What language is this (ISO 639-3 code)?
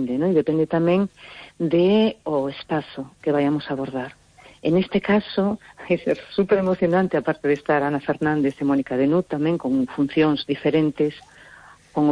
glg